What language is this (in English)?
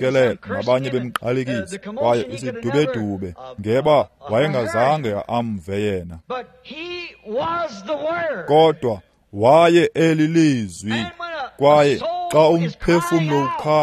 Xhosa